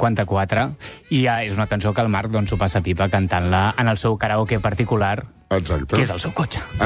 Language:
Catalan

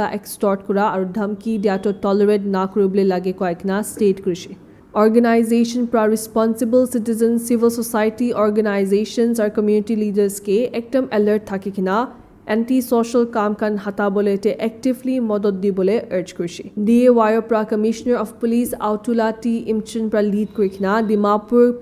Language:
Naga Pidgin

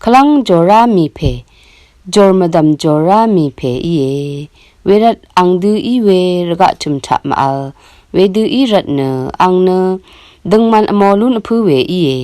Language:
Rawang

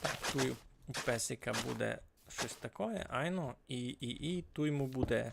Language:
Rusyn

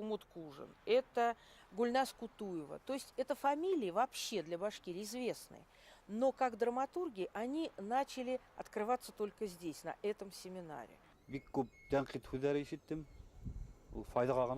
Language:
Bashkir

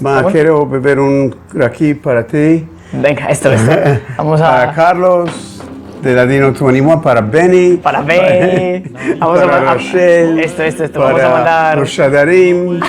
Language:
Ladino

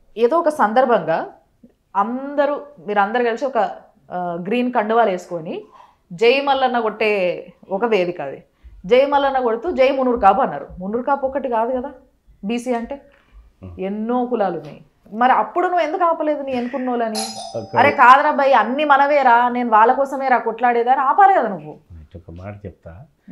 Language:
Telugu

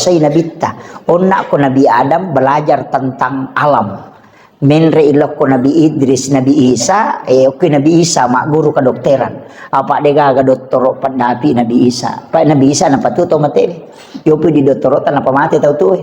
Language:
Buginese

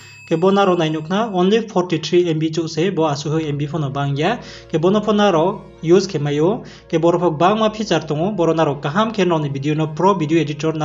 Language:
Riang (India)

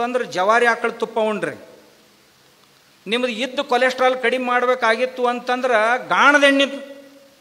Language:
Kannada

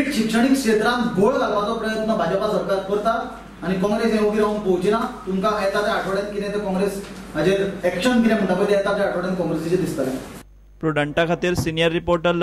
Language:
Konkani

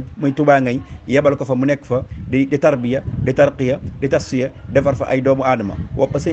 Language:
Wolof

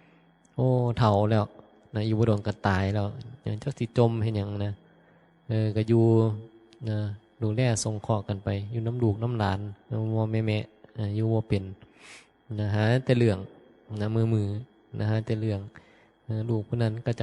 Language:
Northeastern Thai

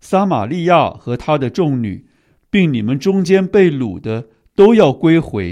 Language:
Chinese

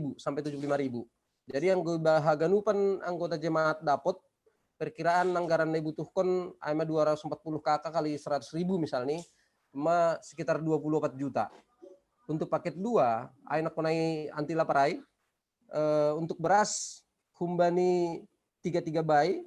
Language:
Batak Simalungun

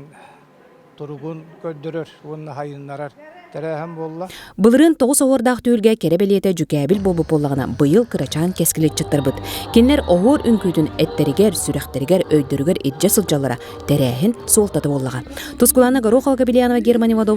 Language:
Yakut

